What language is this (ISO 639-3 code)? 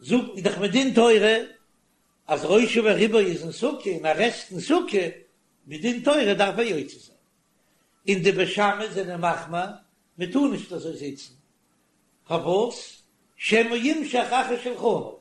yid